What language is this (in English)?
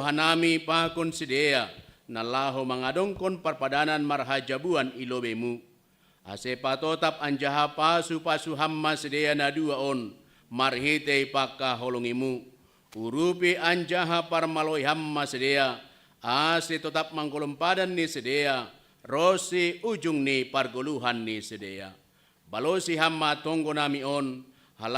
Batak Simalungun